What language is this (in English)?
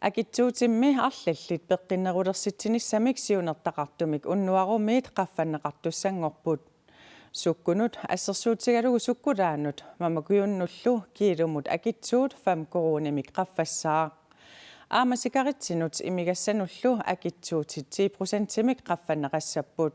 Kalaallisut